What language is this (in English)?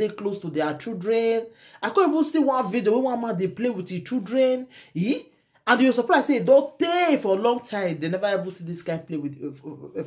Nigerian Pidgin